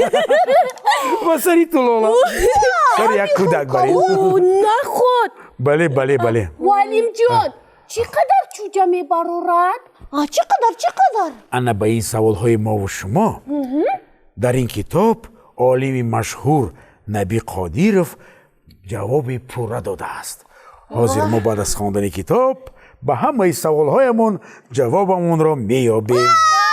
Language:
Tajik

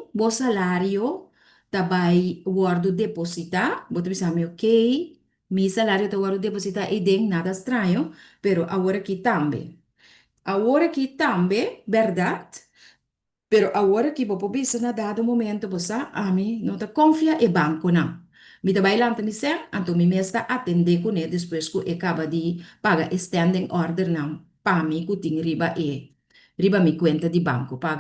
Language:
Papiamento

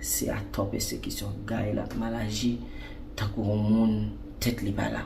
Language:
Haitian Creole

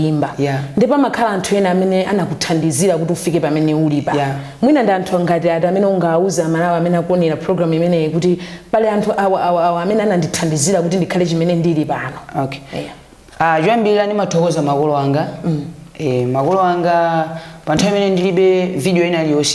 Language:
Nyanja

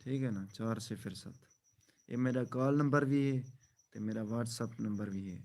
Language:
Saraiki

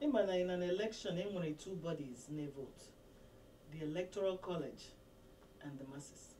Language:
Igbo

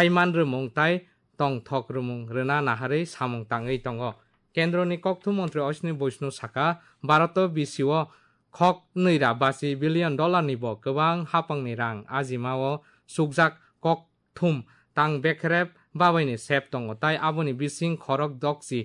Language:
Kok Borok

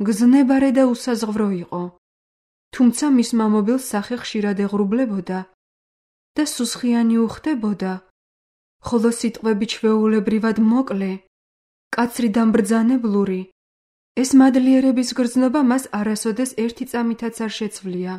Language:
Georgian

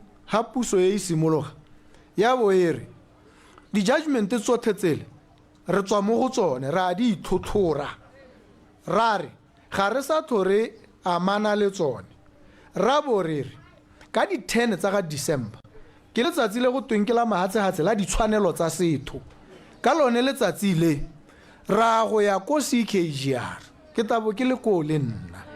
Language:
Tswana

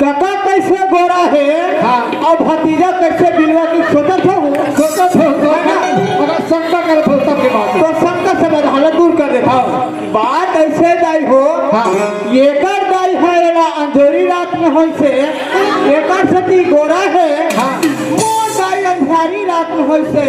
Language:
Chhattisgarhi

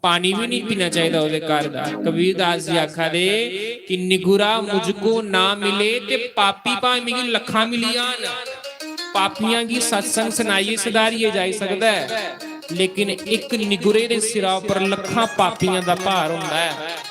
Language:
Dogri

